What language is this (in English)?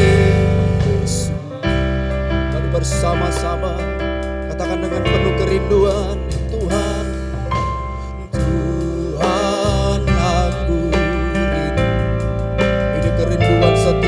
Indonesian